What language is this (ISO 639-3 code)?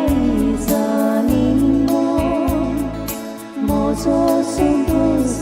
kok